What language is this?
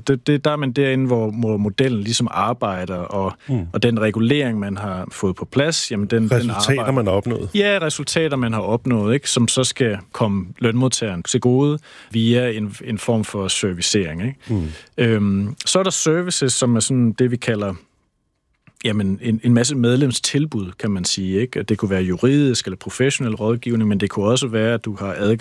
Danish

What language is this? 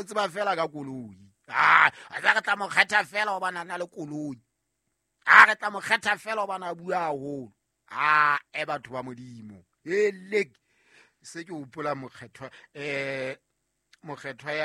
Southern Sotho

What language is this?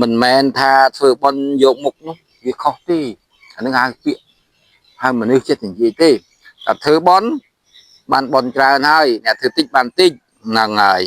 Khmer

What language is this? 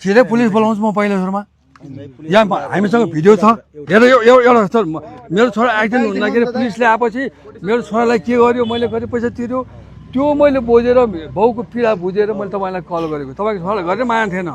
Nepali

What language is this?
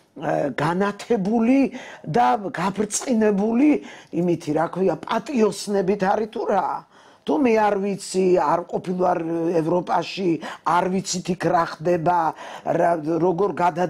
Georgian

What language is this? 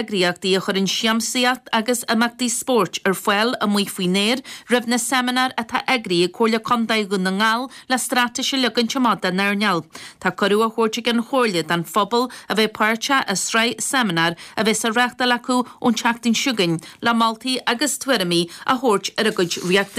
Irish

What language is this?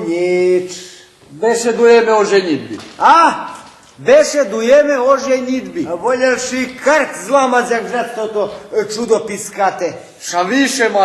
Rusyn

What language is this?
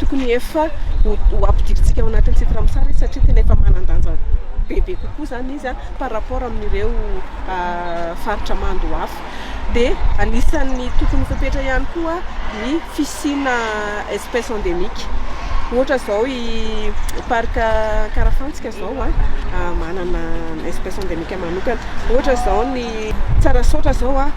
Malagasy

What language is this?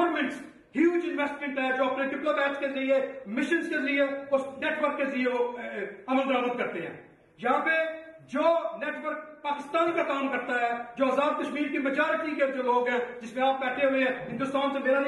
Urdu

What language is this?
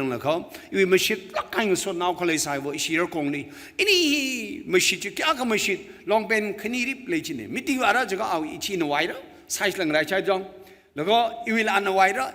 Tangkhul Naga (India)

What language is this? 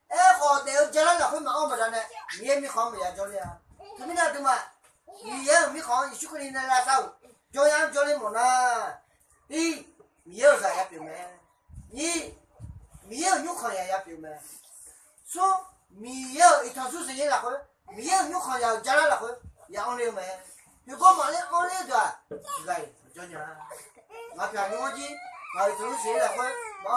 Akha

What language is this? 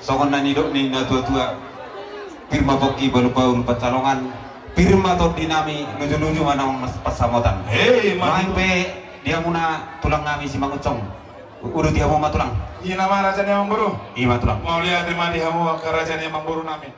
Batak Toba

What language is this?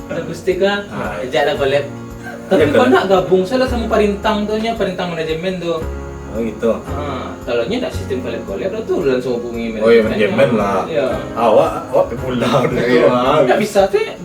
Minangkabau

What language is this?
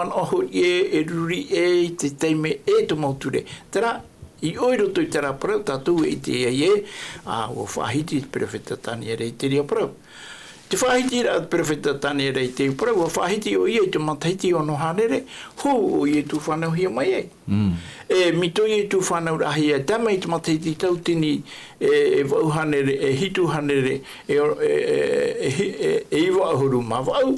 Tahitian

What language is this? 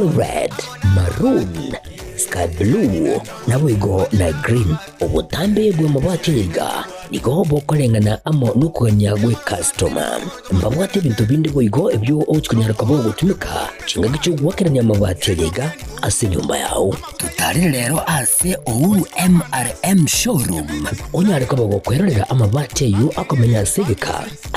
Gusii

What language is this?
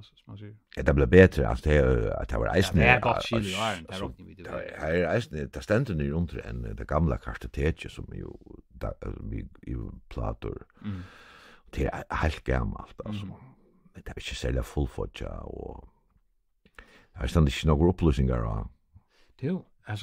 Faroese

